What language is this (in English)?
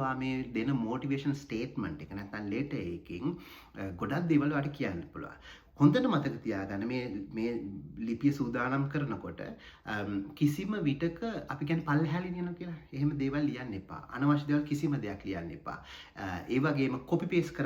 Sinhala